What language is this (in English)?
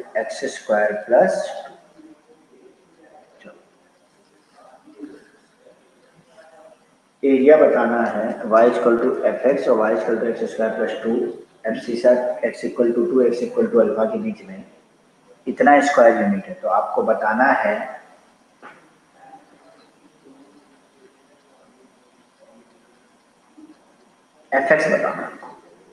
Hindi